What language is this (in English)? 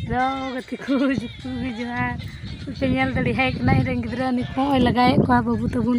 Santali